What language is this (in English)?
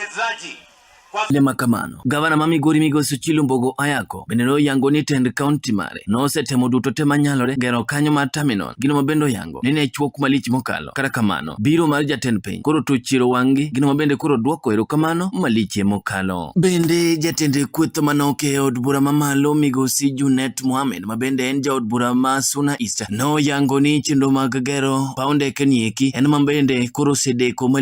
Luo (Kenya and Tanzania)